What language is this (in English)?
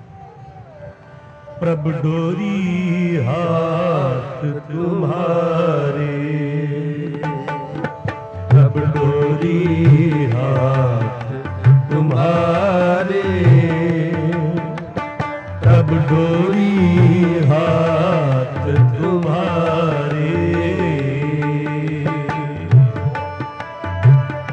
Punjabi